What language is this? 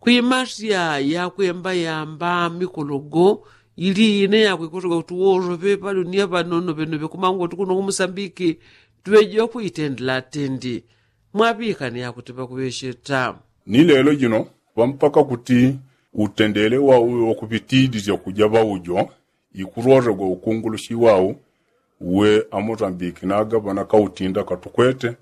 Yao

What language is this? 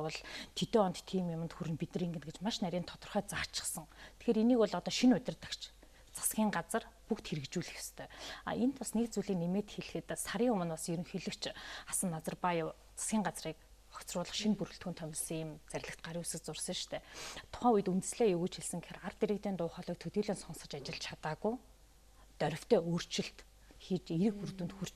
Mongolian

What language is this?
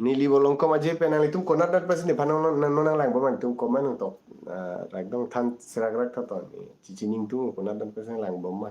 Karbi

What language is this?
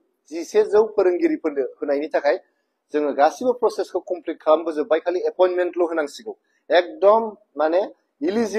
Bodo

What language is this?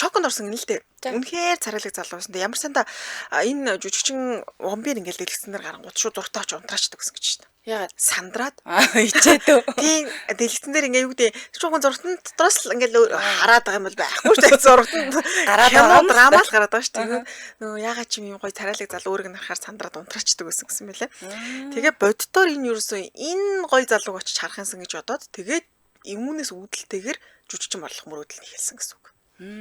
Mongolian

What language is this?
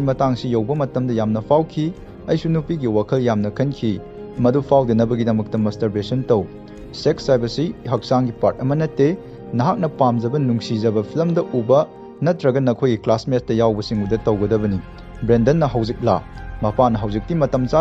Manipuri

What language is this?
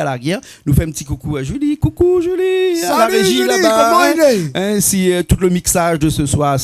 Réunion Creole French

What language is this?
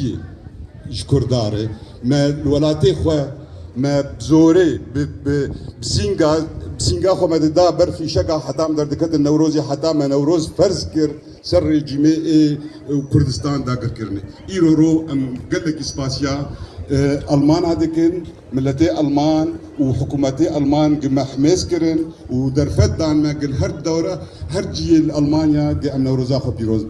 Kurdish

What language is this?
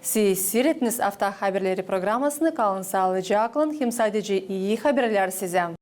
Gagauz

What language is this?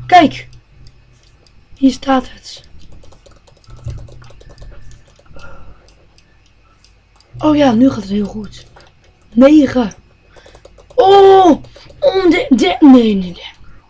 Dutch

